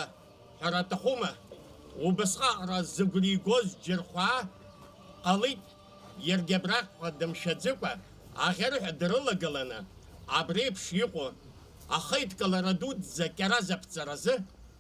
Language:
Abkhazian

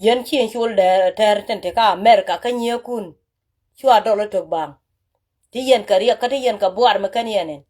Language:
Nuer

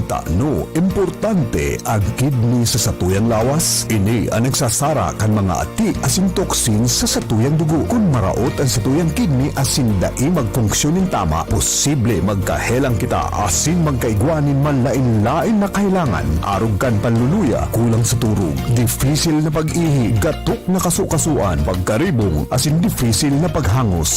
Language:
Bikol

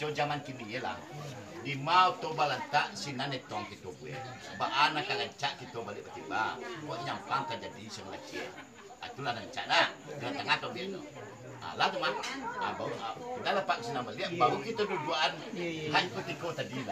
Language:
Minangkabau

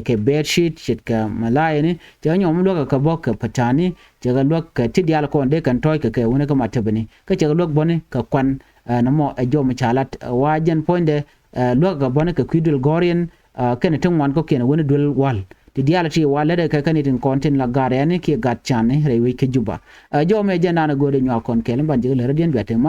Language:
Nuer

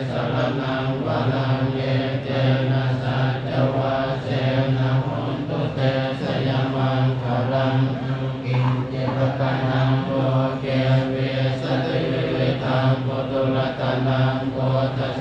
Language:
Pali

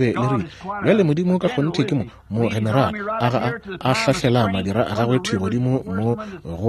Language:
Northern Sotho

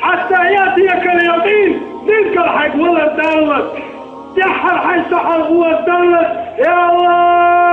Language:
Chechen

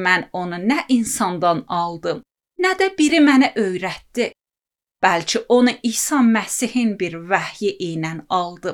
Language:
Azerbaijani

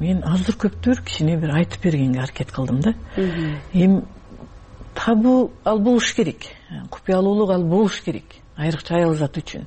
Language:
Kyrgyz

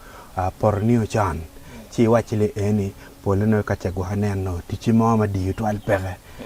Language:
Acoli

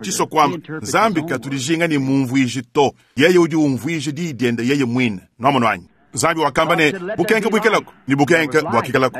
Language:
Luba-Lulua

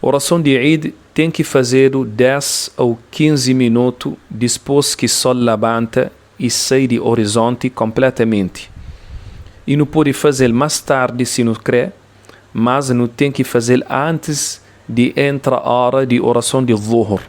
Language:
Kabuverdianu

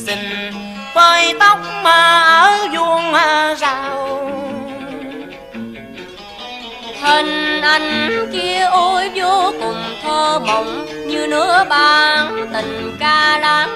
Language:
Vietnamese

